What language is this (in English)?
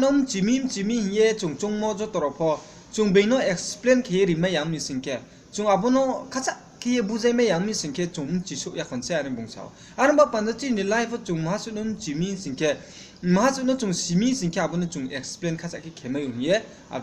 Riang (India)